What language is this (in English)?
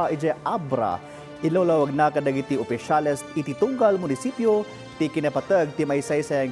Iloko